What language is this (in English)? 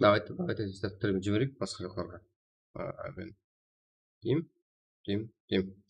Kara-Kalpak